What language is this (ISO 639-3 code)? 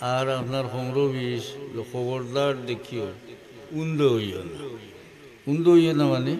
syl